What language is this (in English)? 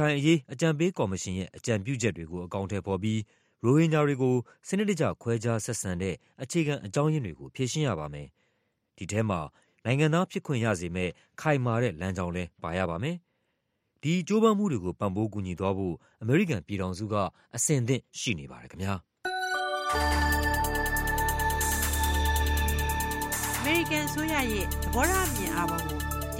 Burmese